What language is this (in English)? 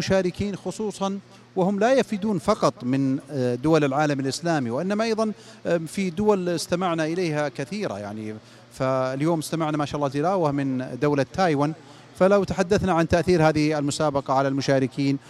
Najdi Arabic